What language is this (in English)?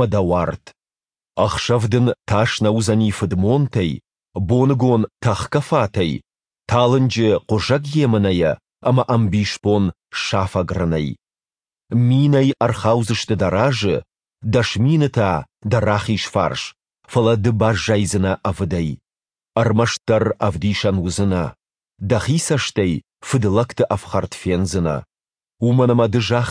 Ossetic